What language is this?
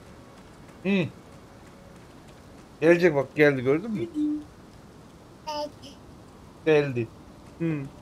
Turkish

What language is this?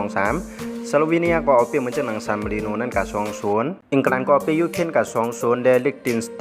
Shan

